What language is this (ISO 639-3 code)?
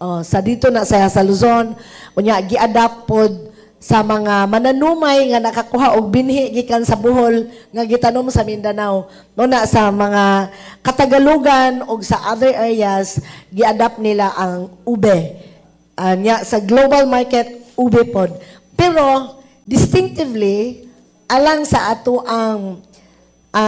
ceb